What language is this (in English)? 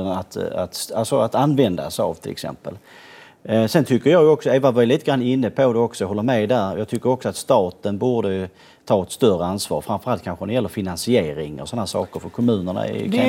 Swedish